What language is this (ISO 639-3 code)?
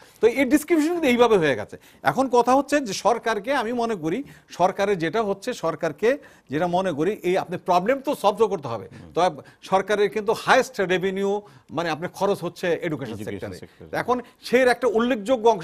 ben